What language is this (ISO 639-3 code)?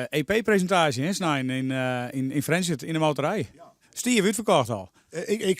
fry